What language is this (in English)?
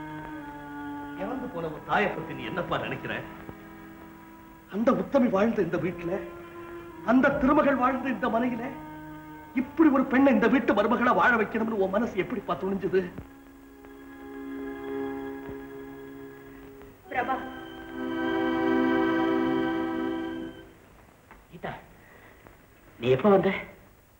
Tamil